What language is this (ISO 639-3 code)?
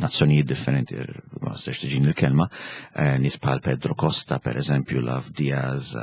mlt